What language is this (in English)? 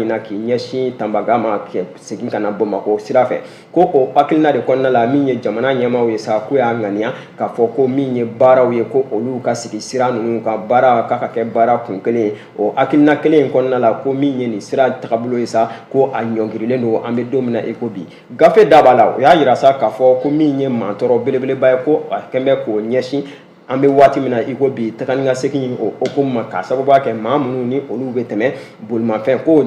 Bambara